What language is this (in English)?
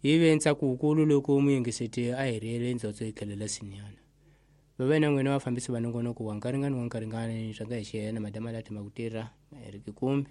Tsonga